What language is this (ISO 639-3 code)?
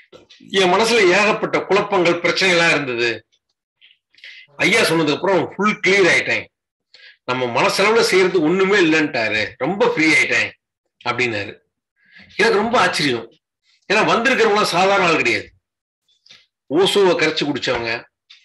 tam